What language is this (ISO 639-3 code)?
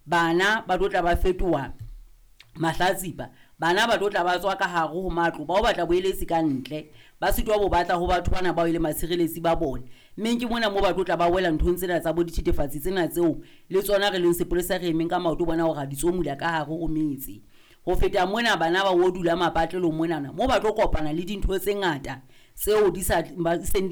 sot